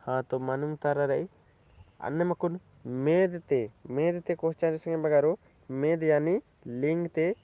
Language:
Kurukh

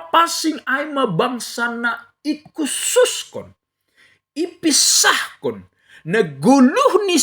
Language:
Batak Simalungun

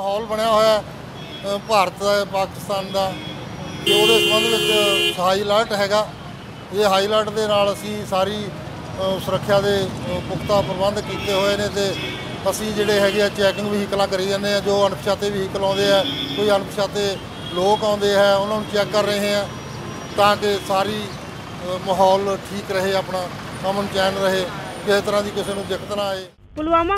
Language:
Punjabi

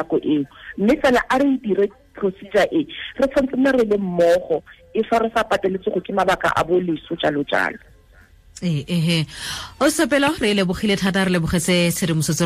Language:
Tswana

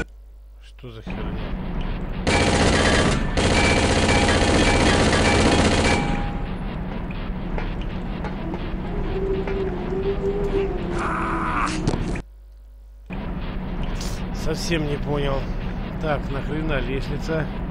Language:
Russian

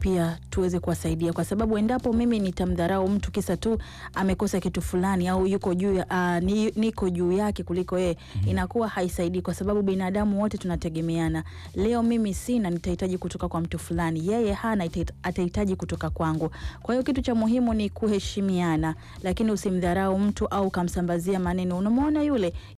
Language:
Swahili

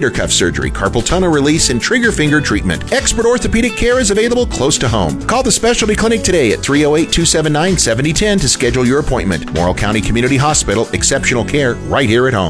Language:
English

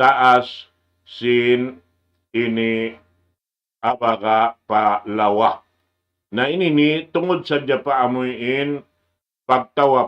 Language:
Tausug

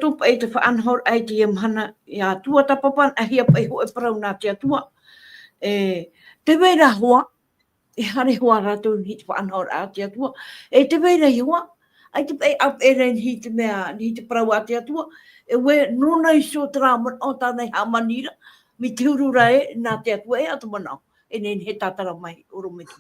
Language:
Tahitian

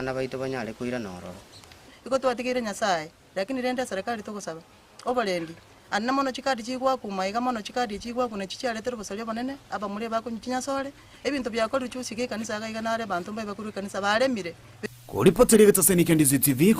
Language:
Gusii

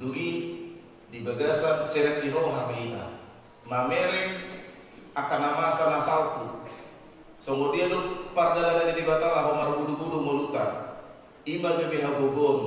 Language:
Batak Toba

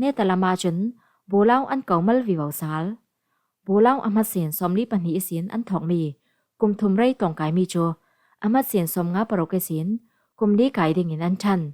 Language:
Falam Chin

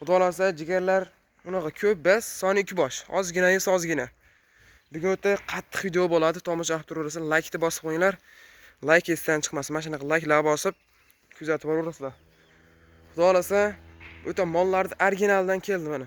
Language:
Uzbek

